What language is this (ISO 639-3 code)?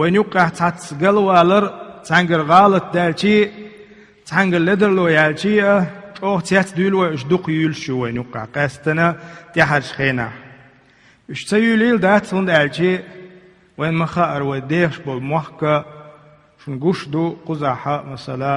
che